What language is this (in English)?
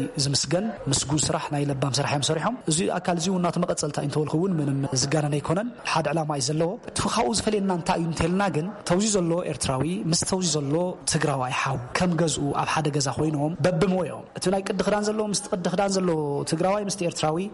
Tigrinya